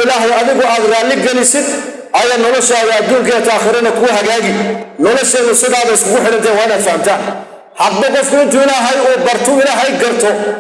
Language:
Somali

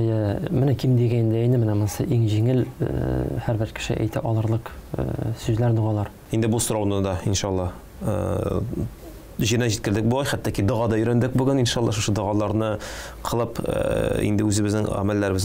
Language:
Tatar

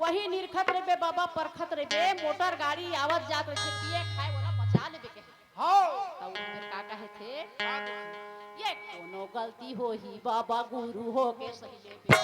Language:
Chhattisgarhi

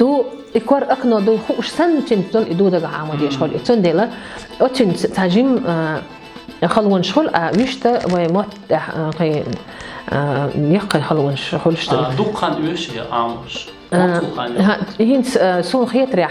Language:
Chechen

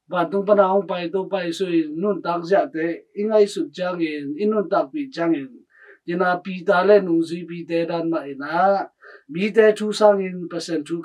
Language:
Tedim Chin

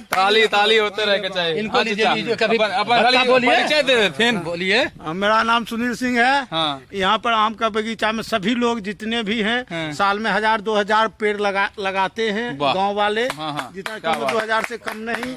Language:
Magahi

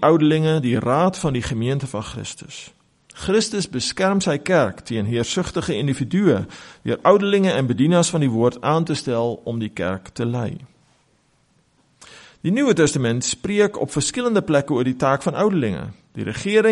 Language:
Afrikaans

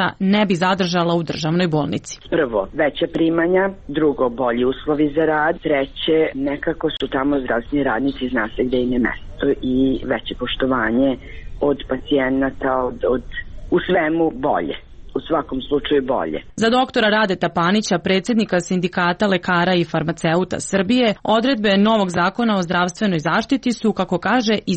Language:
Serbian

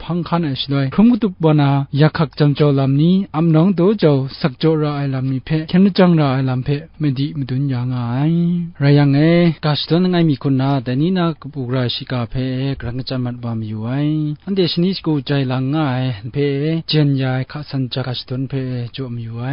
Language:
Kachin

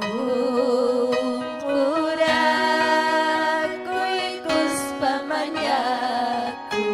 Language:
Ayacucho Quechua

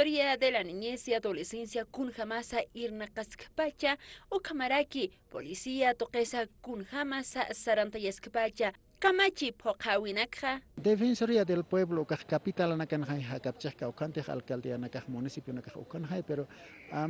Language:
Aymara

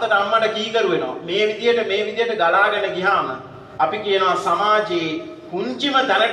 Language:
Sinhala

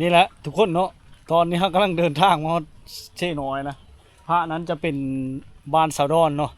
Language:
Lao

